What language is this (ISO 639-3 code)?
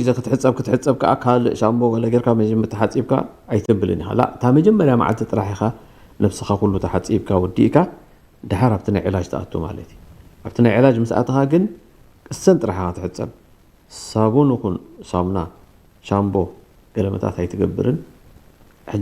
tir